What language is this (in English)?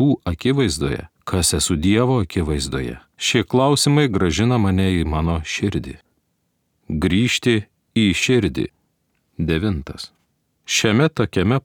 Lithuanian